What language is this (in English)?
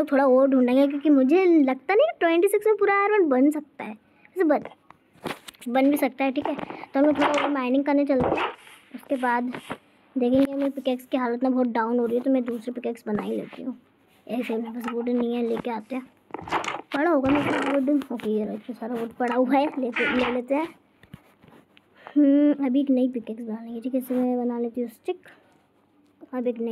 Hindi